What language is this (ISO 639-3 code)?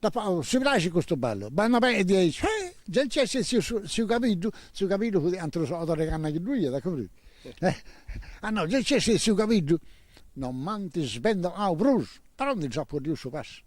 srd